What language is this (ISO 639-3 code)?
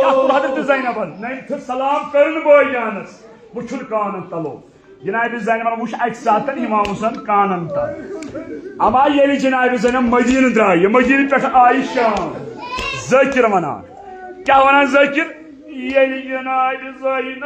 kas